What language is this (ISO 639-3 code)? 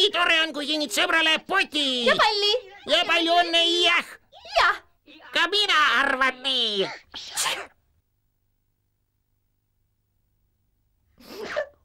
est